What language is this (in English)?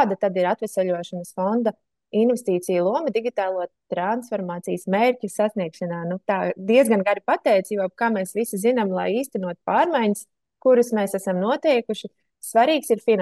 Latvian